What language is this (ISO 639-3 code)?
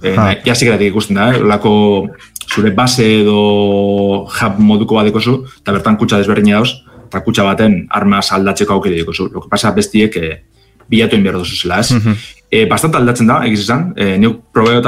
eus